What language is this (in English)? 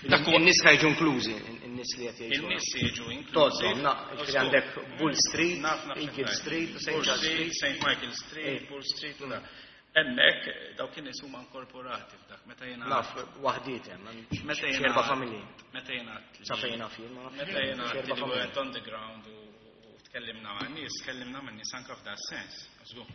Maltese